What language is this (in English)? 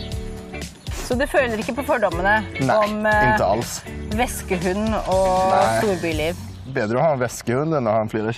Norwegian